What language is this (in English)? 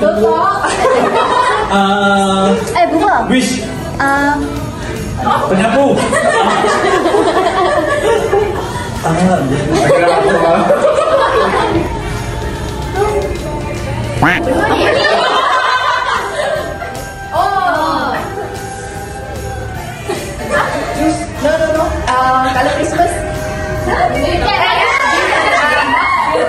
Malay